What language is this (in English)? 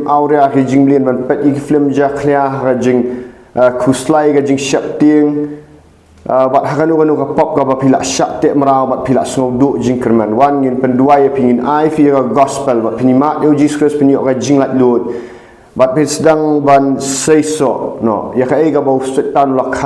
Khasi